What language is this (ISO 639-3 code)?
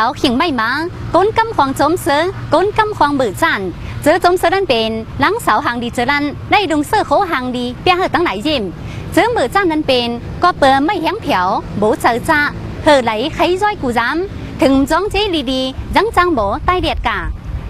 tdd